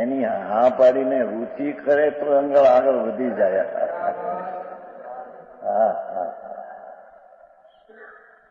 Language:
Gujarati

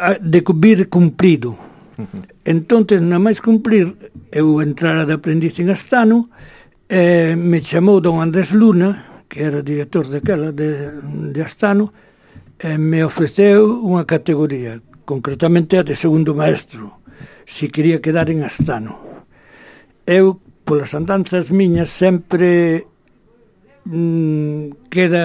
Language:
Galician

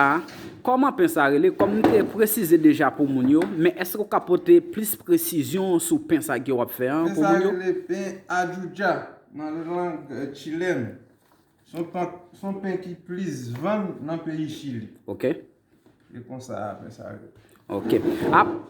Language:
Haitian Creole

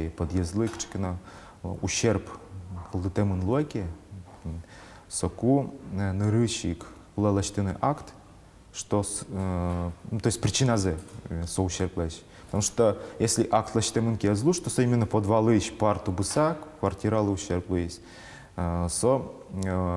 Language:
Udmurt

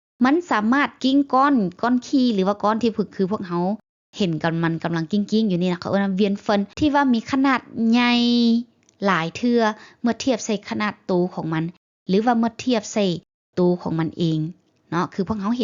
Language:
Lao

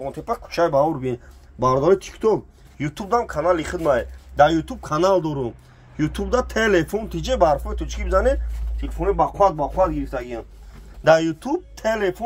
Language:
Tajik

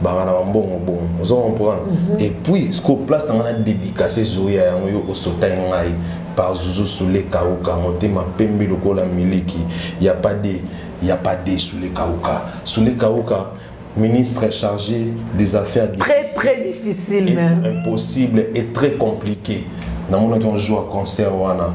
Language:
Lingala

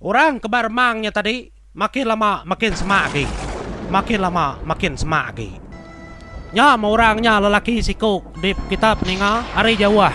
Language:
Iban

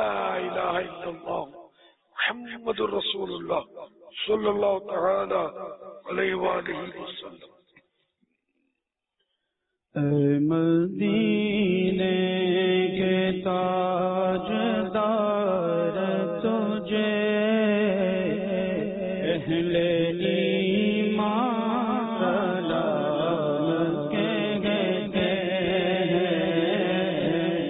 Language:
Urdu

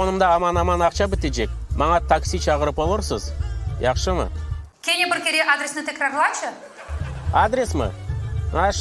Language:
Crimean Tatar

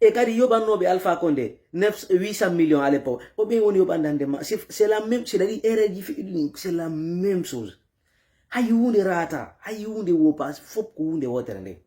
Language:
Fula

